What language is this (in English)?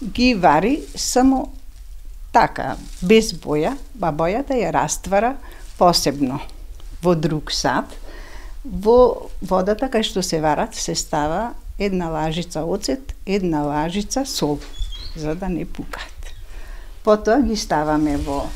Macedonian